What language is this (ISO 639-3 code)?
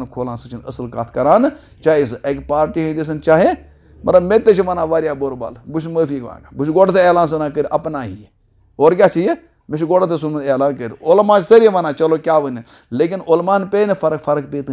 kas